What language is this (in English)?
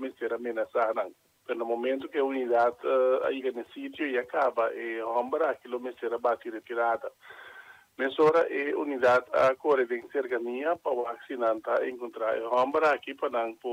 Papiamento